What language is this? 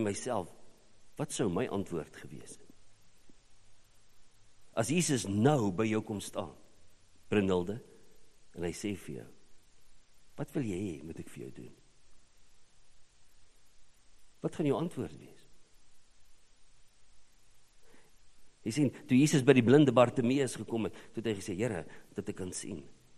Afrikaans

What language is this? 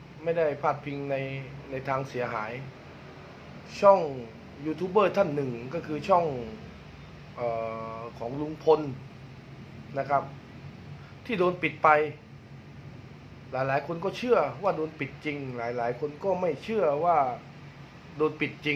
Thai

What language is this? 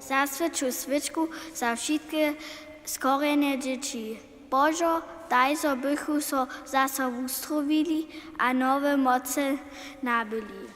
Upper Sorbian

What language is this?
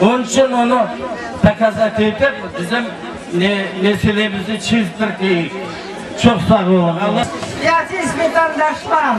Crimean Tatar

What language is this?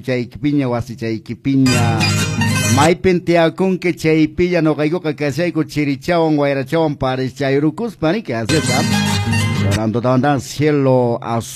Quechua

